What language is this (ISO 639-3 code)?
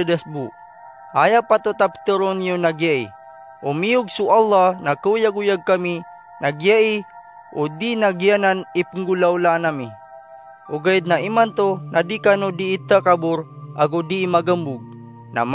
mrw